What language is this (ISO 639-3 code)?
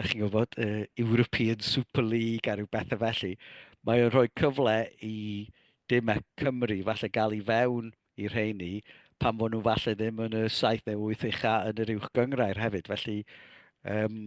cym